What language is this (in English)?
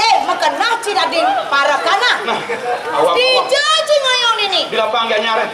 Balinese